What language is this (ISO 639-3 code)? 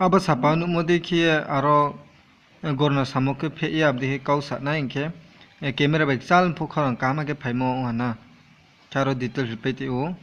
ria